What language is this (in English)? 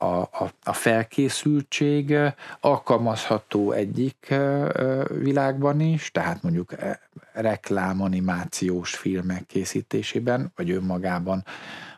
Hungarian